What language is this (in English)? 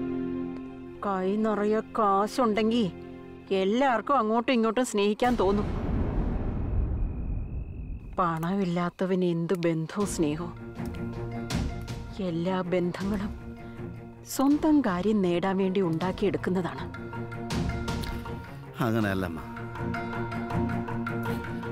Malayalam